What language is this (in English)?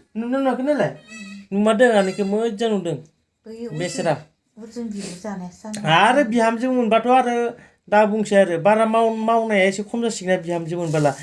Bodo